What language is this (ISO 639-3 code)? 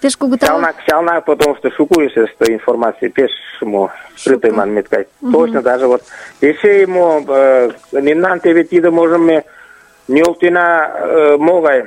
chm